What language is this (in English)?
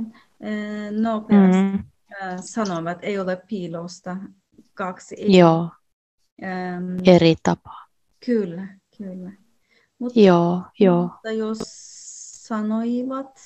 Finnish